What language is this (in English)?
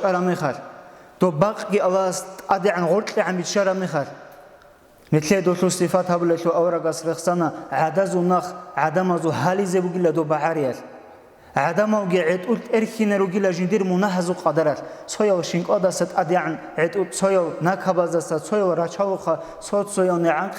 Avaric